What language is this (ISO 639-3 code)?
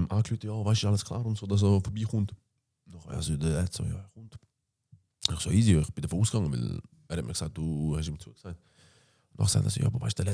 gsw